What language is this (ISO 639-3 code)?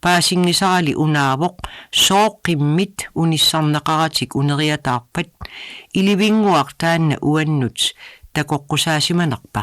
kal